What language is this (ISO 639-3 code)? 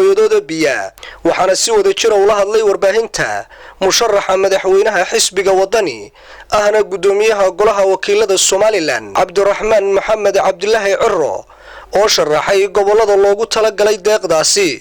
som